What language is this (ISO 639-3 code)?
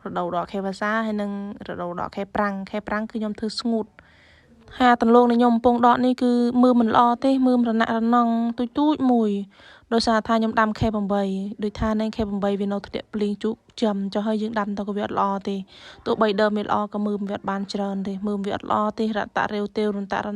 khm